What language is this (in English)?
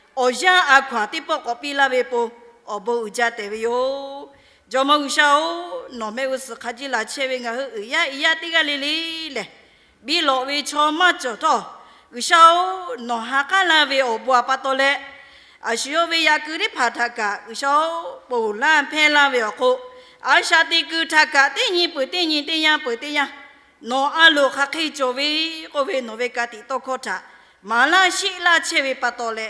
Lahu